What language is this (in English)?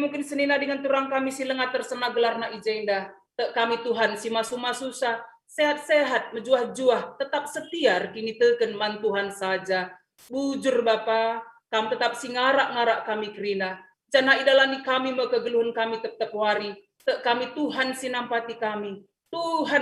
Batak Karo